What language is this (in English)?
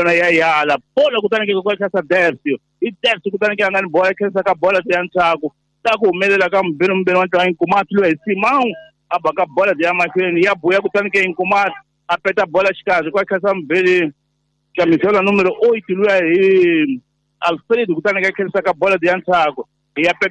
Tsonga